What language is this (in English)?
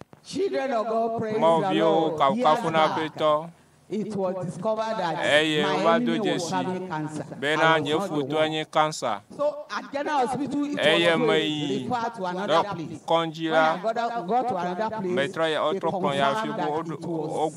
Ewe